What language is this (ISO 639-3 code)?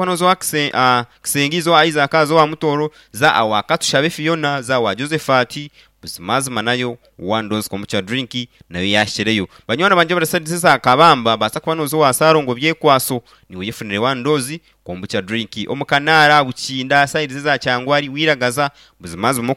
nyn